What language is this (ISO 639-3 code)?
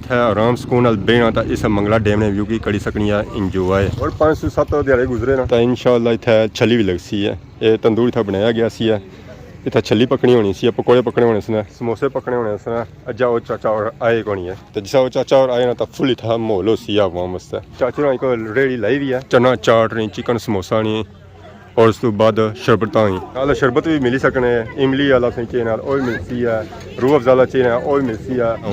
phr